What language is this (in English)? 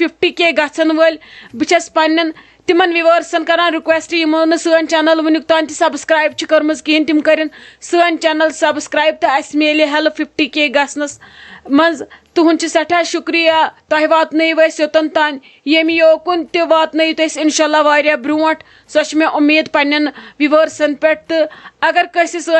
Kashmiri